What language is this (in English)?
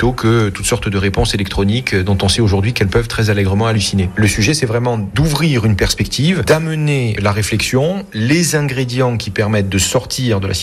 French